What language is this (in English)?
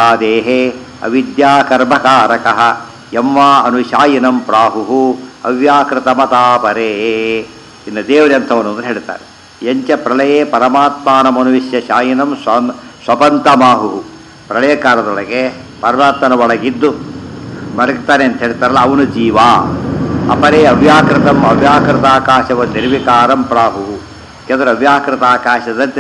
Kannada